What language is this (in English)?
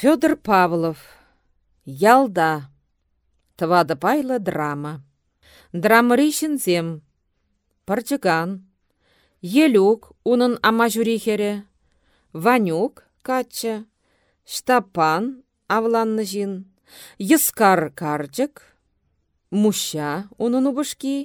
Chuvash